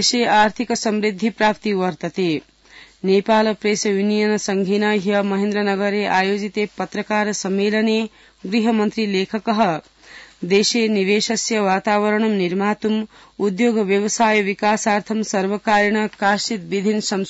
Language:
Sanskrit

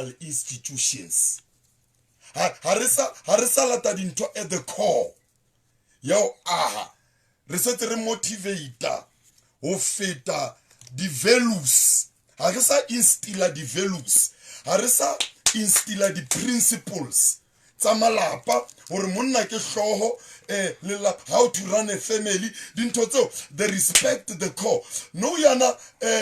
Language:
Southern Sotho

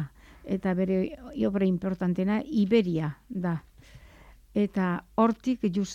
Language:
Basque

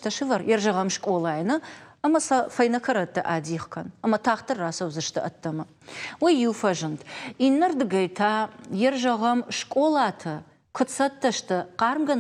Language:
Ossetic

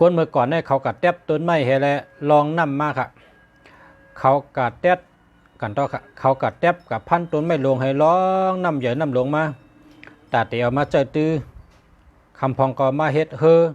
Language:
Shan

